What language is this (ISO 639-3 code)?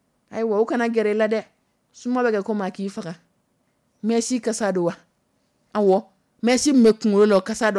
dyu